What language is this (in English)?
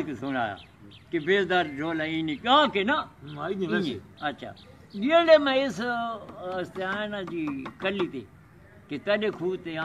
Saraiki